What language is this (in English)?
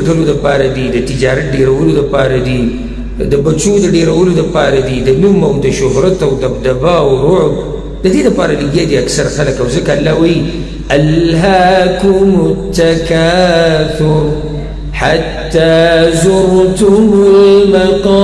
Pashto